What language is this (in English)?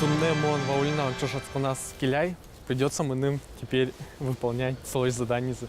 Udmurt